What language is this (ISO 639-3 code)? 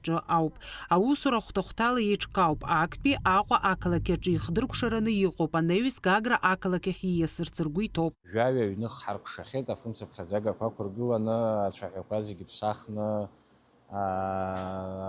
abk